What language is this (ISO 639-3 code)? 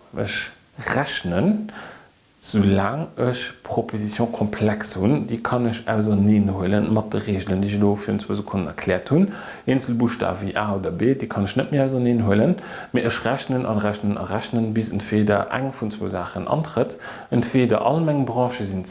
ltz